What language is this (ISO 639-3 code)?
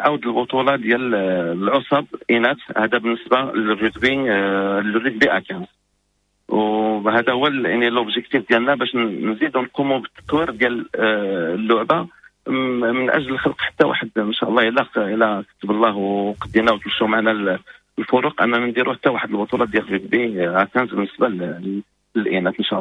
ary